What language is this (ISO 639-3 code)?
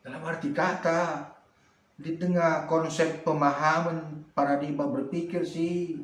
btx